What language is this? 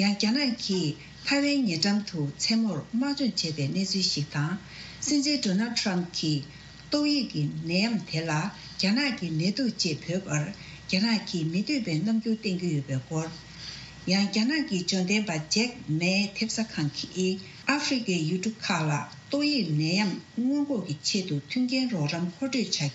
Tibetan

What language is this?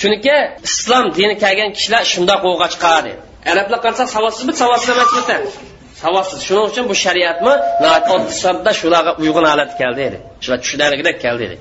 Uyghur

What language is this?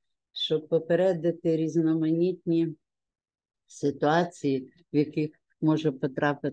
Ukrainian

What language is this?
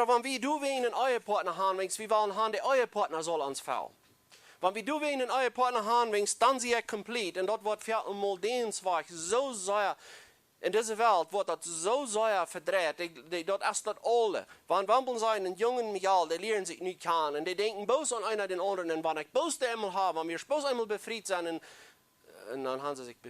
Plautdietsch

